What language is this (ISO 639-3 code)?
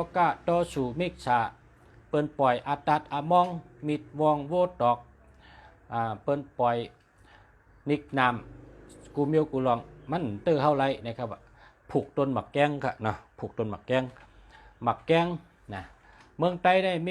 shn